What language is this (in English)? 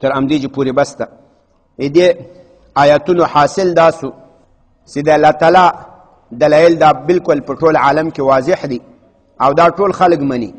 Pashto